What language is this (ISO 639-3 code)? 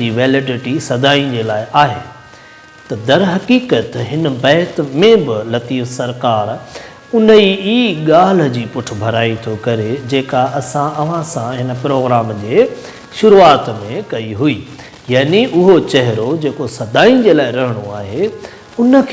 snd